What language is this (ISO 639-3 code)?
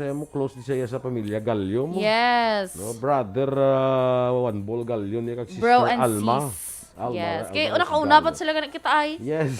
hil